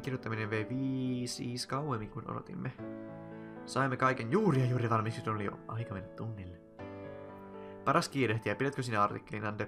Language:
Finnish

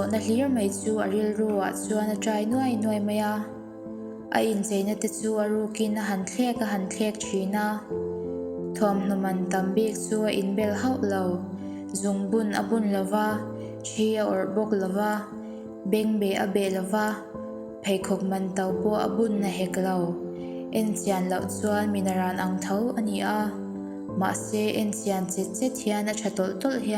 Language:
Mizo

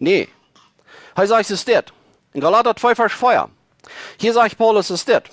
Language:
Plautdietsch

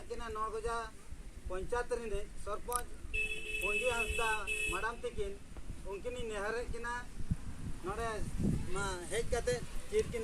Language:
Santali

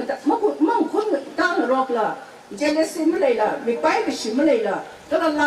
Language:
Tangkhul Naga (India)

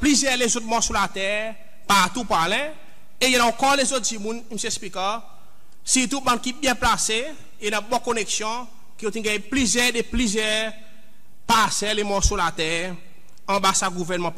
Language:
Seselwa Creole French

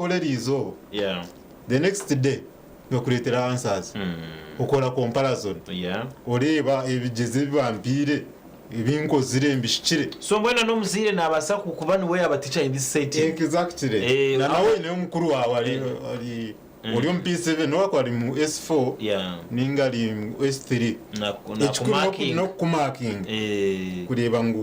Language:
Nyankole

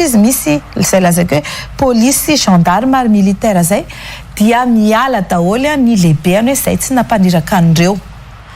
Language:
Malagasy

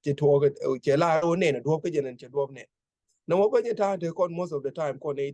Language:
Nuer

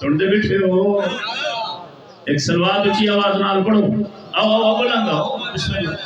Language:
Saraiki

